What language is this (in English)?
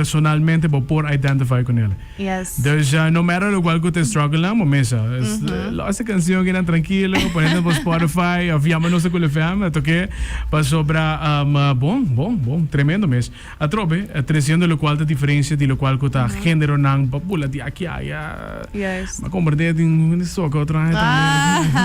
Papiamento